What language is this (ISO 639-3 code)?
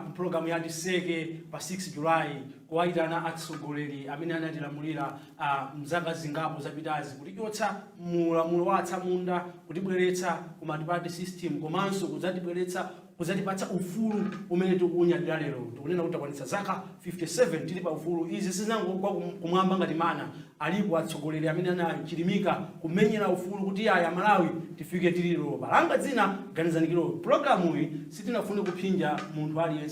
nya